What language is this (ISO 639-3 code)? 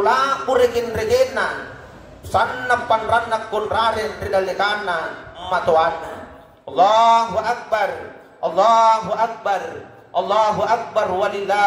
mak